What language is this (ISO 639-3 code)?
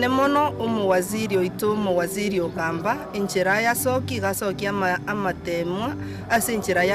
guz